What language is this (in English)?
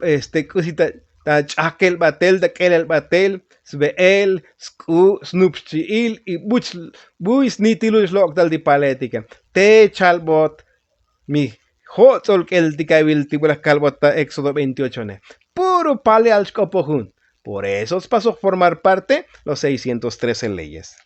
Tzotzil